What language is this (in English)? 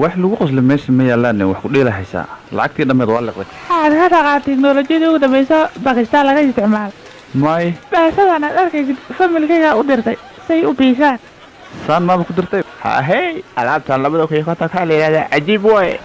Somali